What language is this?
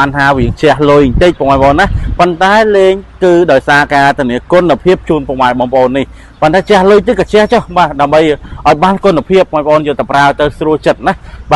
Khmer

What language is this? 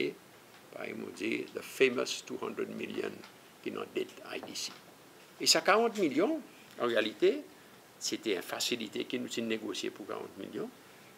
Seselwa Creole French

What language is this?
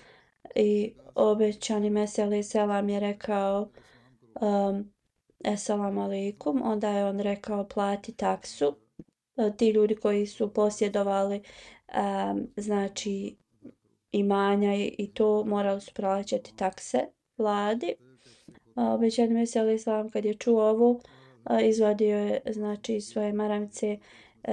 Bosnian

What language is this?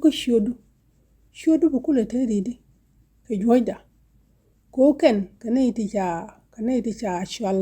Nuer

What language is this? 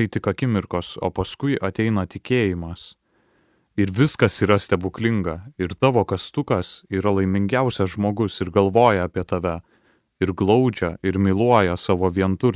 Lithuanian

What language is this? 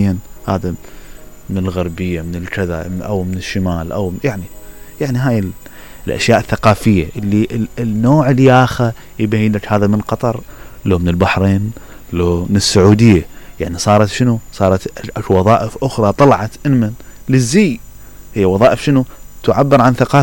Mesopotamian Arabic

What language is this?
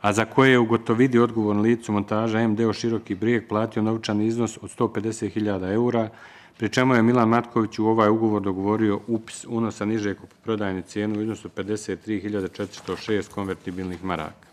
Bosnian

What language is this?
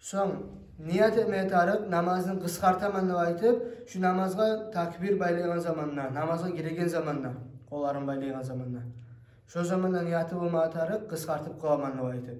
Kumyk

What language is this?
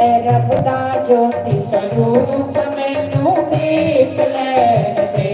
Dogri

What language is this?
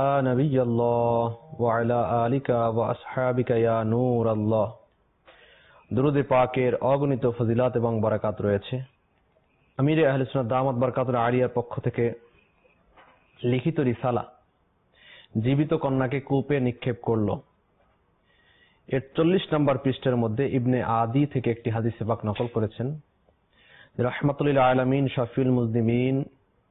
Bangla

